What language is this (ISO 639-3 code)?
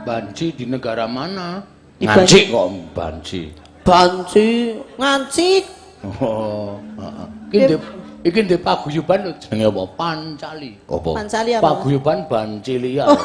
jav